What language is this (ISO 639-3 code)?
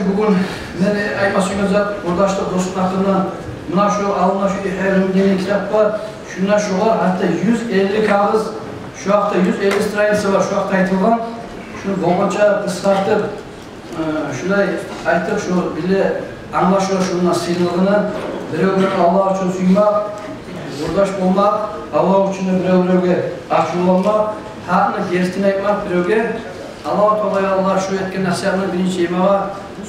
kum